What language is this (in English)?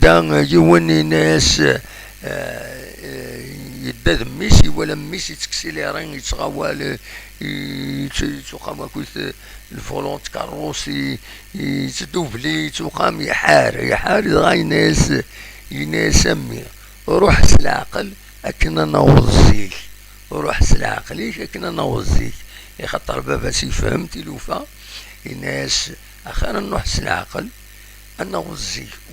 Kabyle